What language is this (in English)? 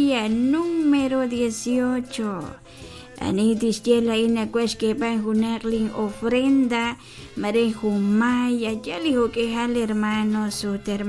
Kekchí